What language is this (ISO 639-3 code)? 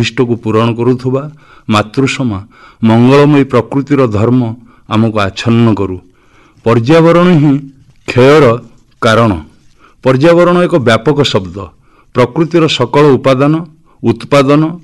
ori